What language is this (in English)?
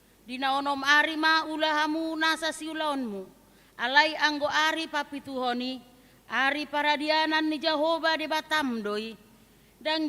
Batak Toba